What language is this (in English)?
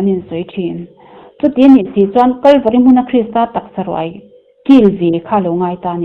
Mizo